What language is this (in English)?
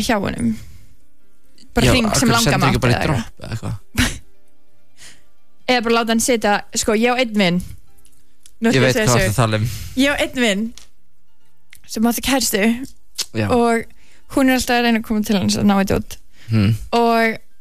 Icelandic